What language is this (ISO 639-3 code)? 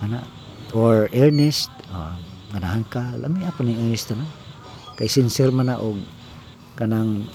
ceb